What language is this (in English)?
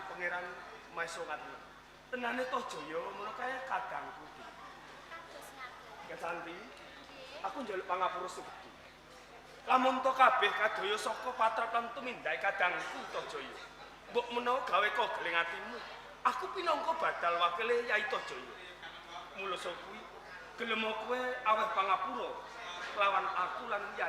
Javanese